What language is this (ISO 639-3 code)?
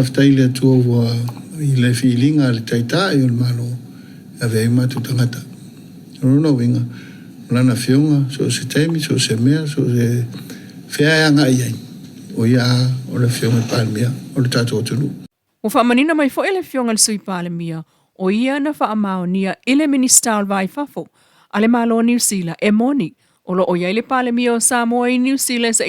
smo